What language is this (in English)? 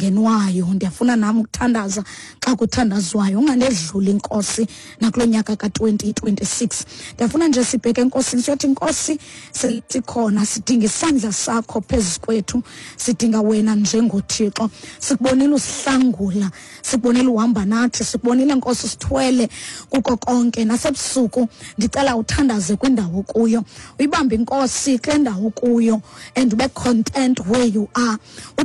Xhosa